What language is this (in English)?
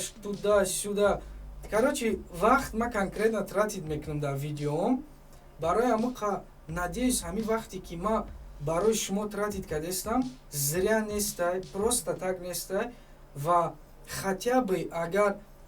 Tajik